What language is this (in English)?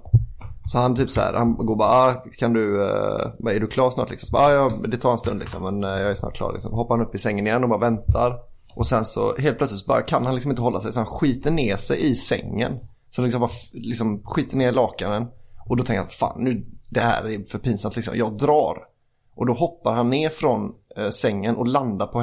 Swedish